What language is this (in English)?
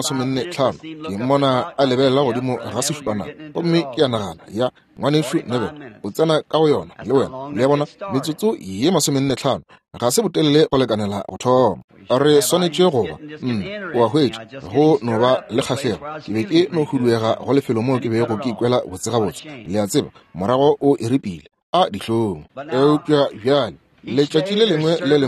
Northern Sotho